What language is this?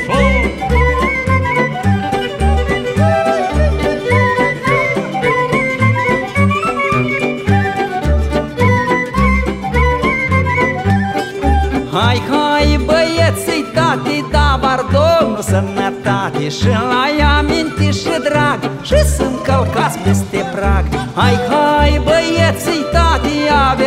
Romanian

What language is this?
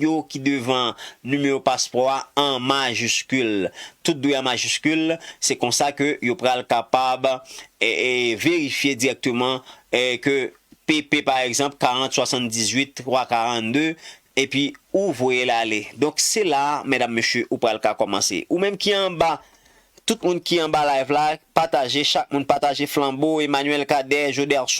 Haitian Creole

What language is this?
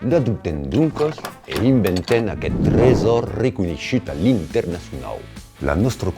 Occitan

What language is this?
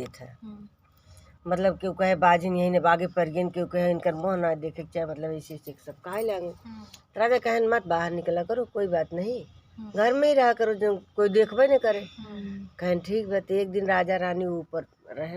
Awadhi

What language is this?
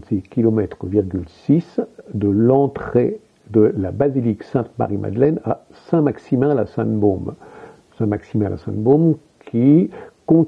French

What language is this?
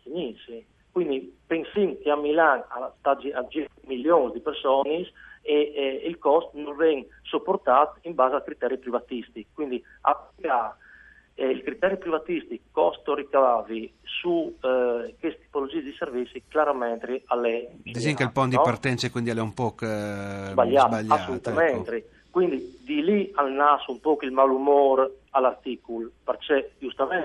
Friulian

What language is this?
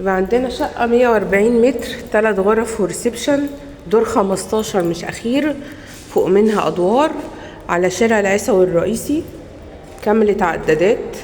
Egyptian Arabic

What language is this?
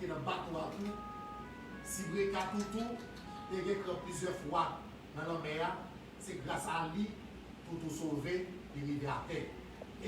Haitian Creole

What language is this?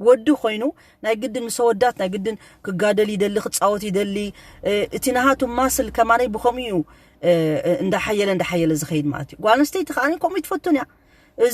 Tigrinya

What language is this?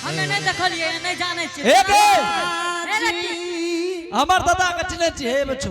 Angika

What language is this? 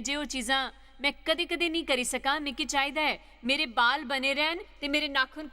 Dogri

